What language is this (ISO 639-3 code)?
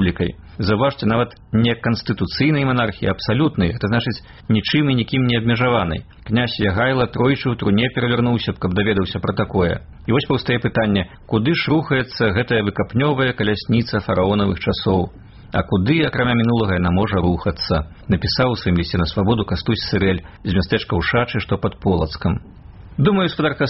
bel